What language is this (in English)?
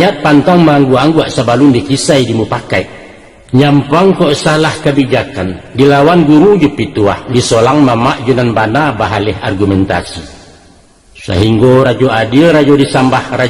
Minangkabau